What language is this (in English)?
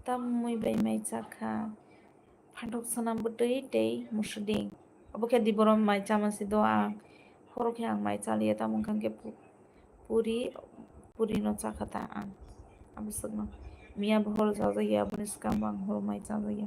Kok Borok